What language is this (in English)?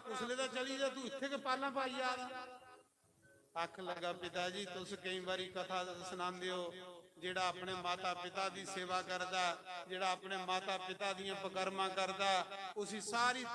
Dogri